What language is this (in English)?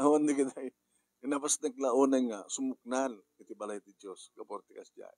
Iloko